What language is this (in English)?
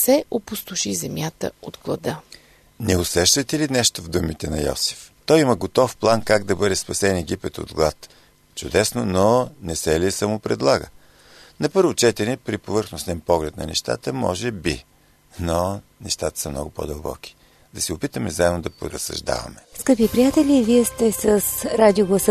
Bulgarian